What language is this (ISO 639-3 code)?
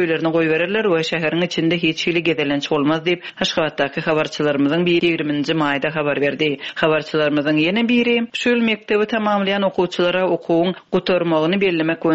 tuk